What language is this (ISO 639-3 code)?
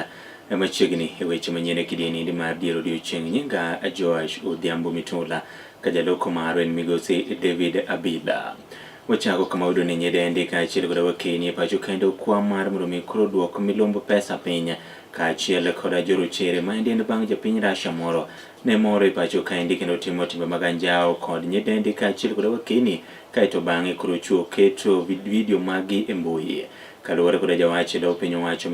luo